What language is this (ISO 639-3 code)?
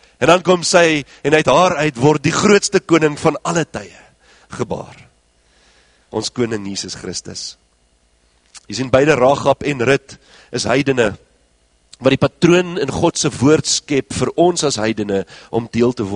afr